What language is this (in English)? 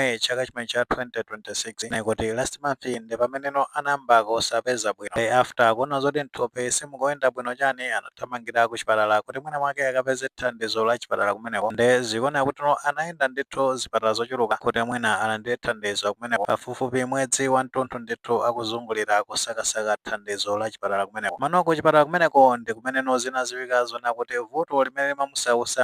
Nyanja